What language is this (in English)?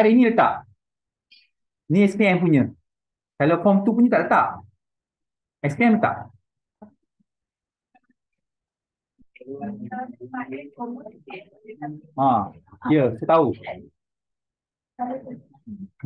Malay